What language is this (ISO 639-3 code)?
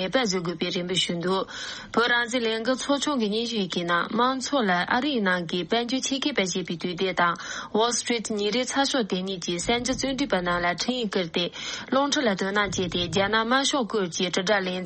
bod